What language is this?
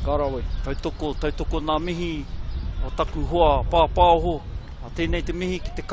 Māori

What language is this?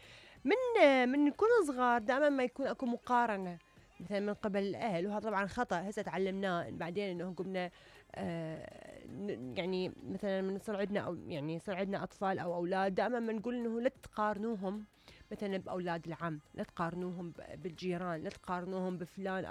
Mesopotamian Arabic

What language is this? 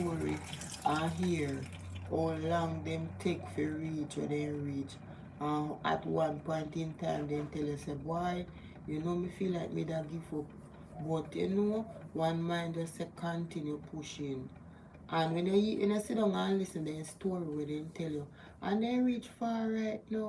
Jamaican Creole English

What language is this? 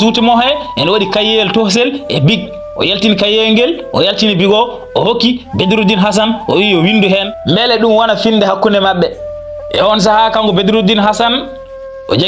Fula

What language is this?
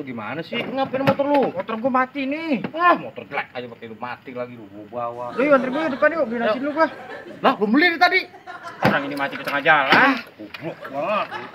Betawi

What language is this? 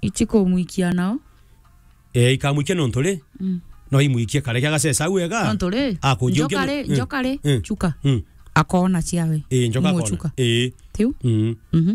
Meru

